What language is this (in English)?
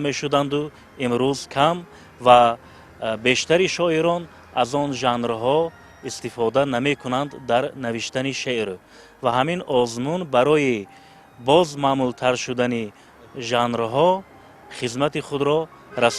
Tajik